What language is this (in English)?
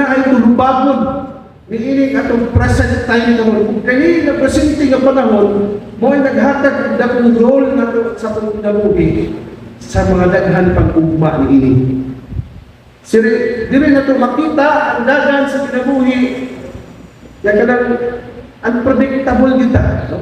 Cebuano